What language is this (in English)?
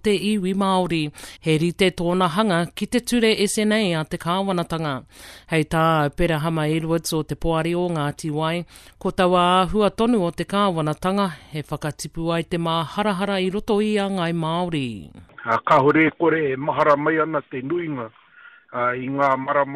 Māori